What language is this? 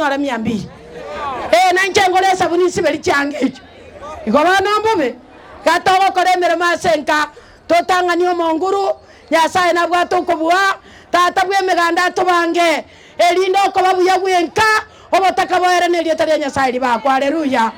Gusii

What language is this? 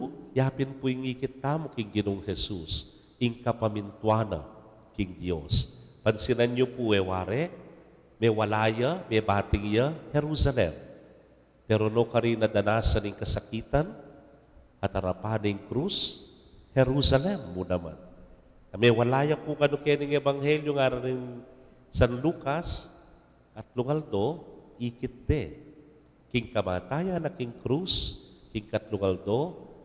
Pampanga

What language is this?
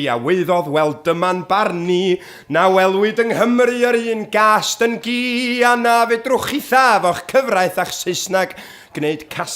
Welsh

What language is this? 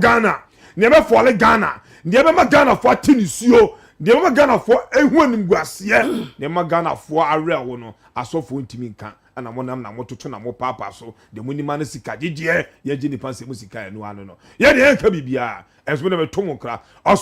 Akan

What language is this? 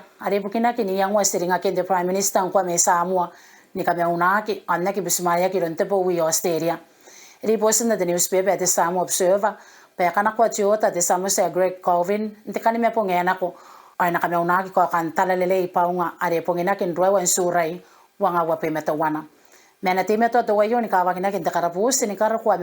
Gilbertese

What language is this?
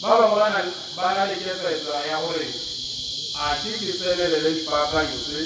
Tswana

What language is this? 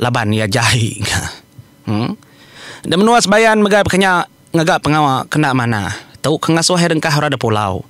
Iban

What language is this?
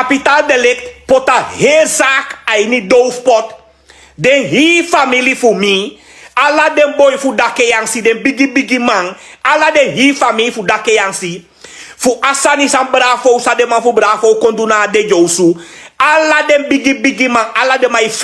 Sranan Tongo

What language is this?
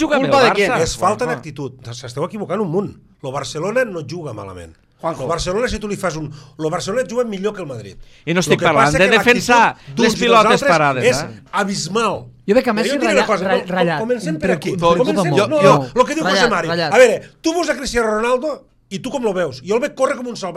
Catalan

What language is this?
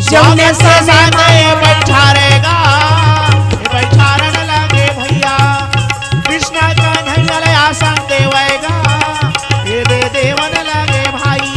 Chhattisgarhi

